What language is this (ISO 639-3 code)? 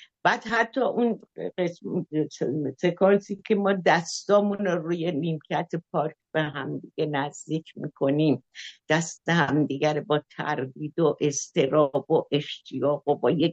fas